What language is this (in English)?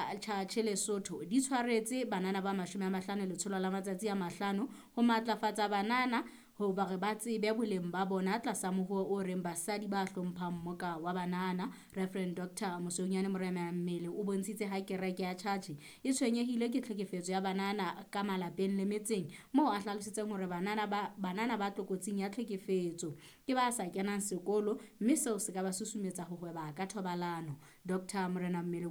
Southern Sotho